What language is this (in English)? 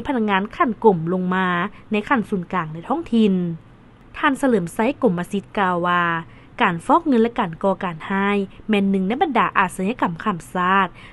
Lao